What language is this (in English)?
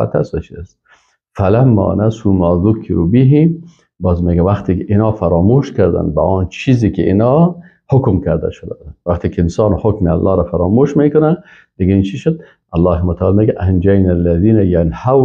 Persian